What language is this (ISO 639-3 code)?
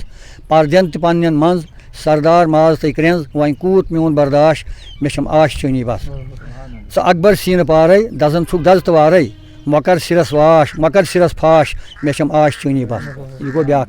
kas